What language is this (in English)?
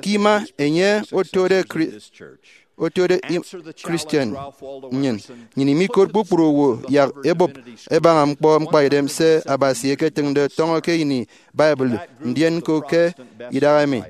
Efik